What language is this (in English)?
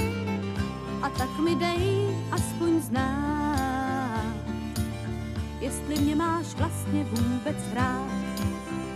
Czech